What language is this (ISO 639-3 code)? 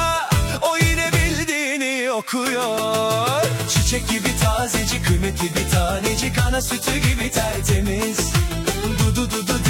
tur